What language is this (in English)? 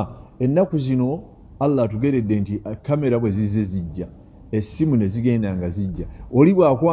Ganda